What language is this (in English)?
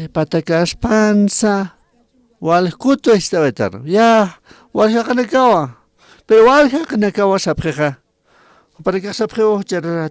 Aymara